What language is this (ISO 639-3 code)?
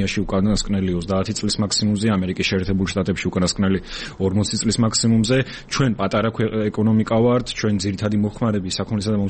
kat